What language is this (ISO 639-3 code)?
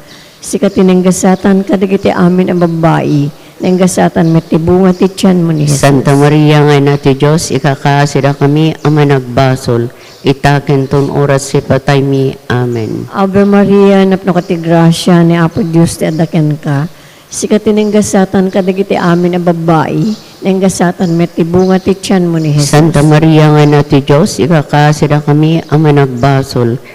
ilo